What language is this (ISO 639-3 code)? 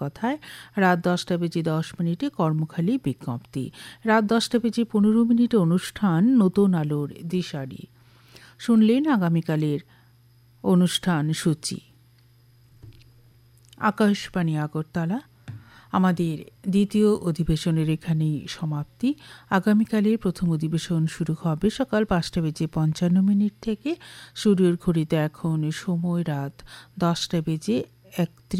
ben